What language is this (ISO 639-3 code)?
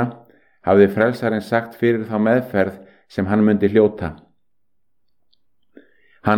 isl